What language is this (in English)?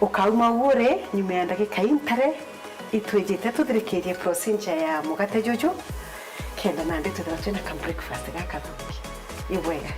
Meru